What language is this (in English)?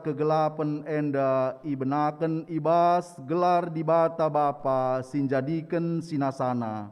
Batak Karo